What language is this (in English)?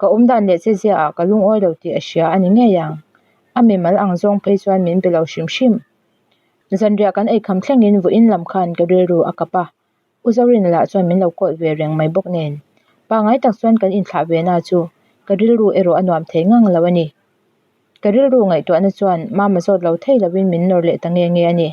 Mizo